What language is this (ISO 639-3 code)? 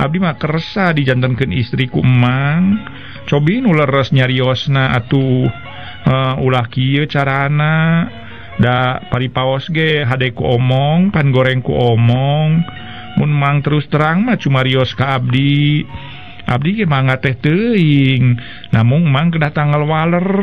sun